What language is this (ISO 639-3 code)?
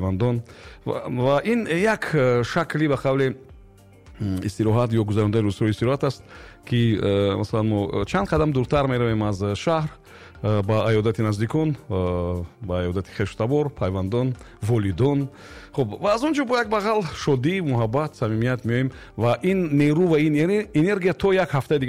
tgk